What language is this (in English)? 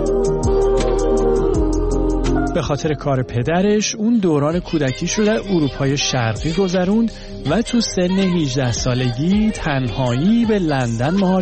Persian